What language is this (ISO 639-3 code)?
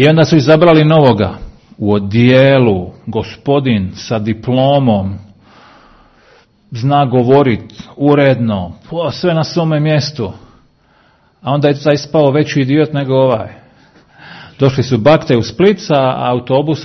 hrv